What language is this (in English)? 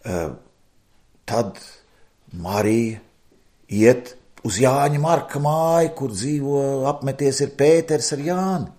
Latvian